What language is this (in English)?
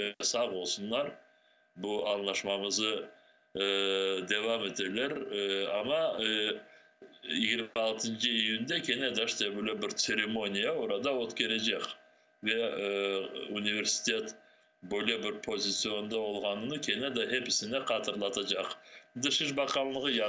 Crimean Tatar